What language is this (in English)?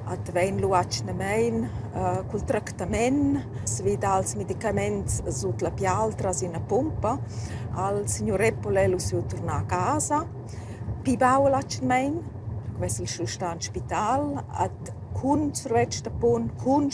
Romansh